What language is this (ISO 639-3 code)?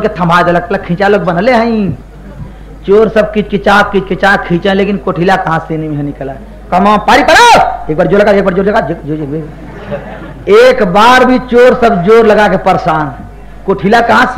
bho